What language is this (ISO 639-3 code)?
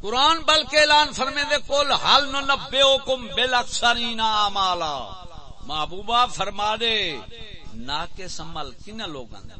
skr